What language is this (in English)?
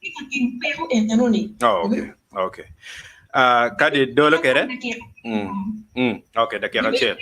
Acoli